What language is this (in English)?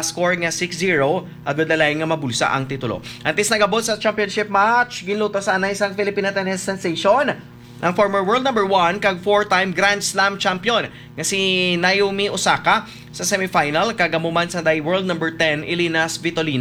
Hiligaynon